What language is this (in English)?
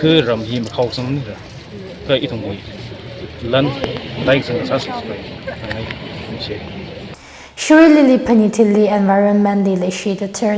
Tangkhul Naga (India)